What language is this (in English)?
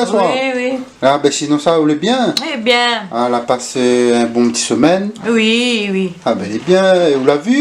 Réunion Creole French